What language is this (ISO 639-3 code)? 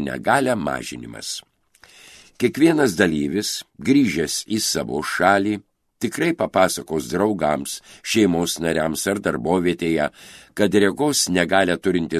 lit